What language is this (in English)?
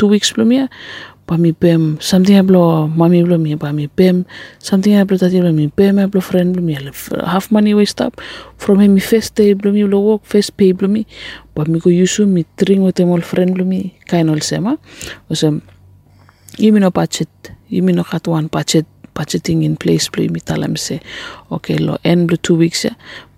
Bislama